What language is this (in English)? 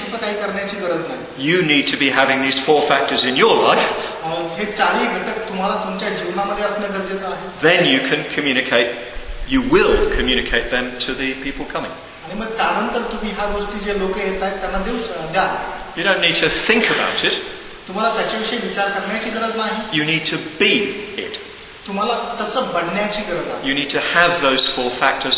Marathi